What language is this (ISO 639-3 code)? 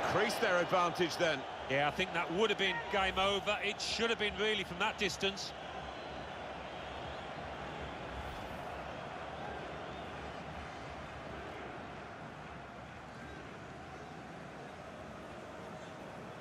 eng